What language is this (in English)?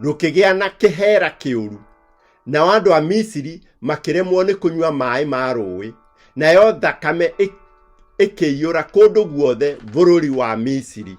Kikuyu